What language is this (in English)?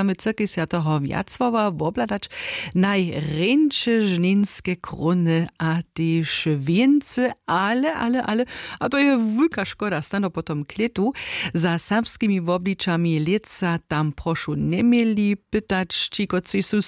Upper Sorbian